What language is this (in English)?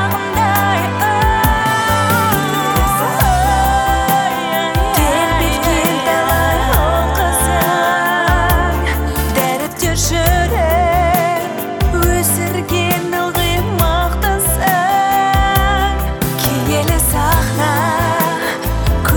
Kazakh